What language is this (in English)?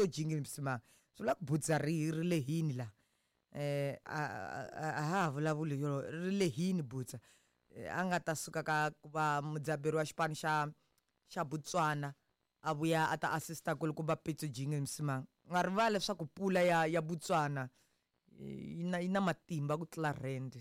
Tsonga